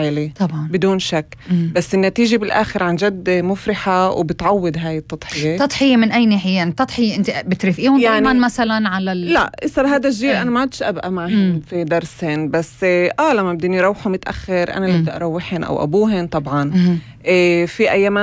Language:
North Levantine Arabic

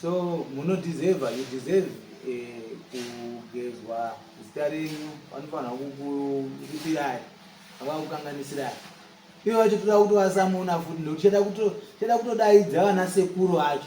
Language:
Shona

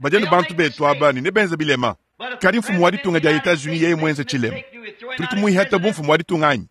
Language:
Luba-Lulua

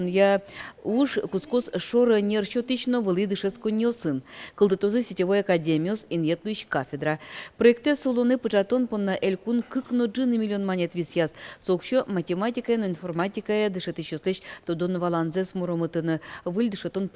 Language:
Udmurt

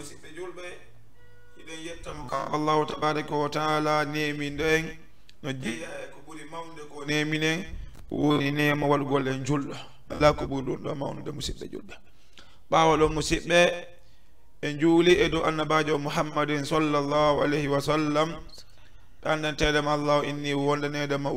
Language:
Fula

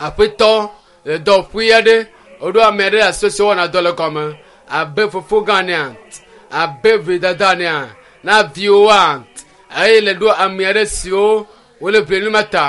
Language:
Ewe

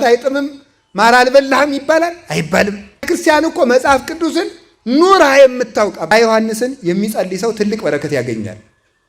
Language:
Amharic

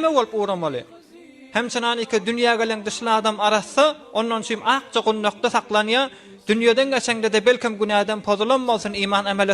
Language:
Turkmen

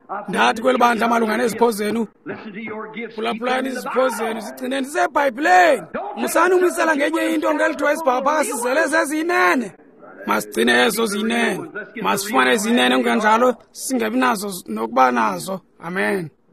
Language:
Xhosa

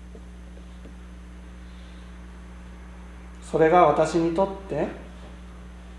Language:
Japanese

